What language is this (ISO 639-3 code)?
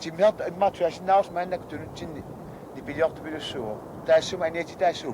kal